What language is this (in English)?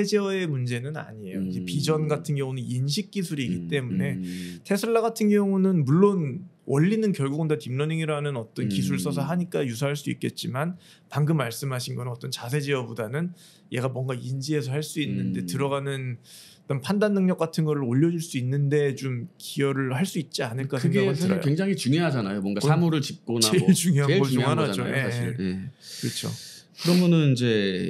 Korean